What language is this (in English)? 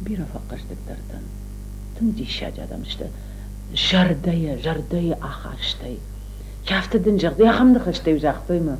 Ossetic